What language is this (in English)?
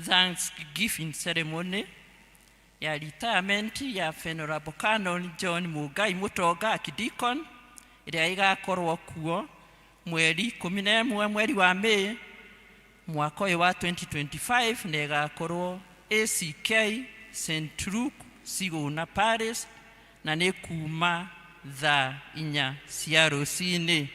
Kikuyu